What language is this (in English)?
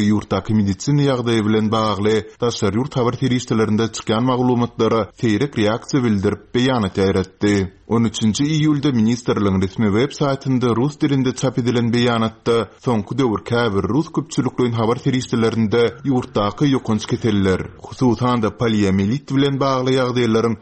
Turkmen